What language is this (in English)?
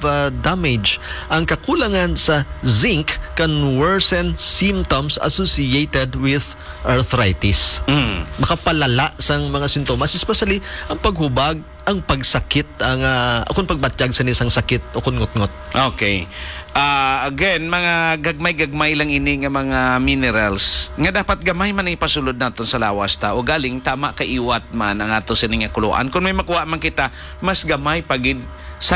Hiligaynon